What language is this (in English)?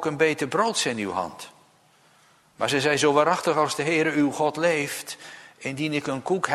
Dutch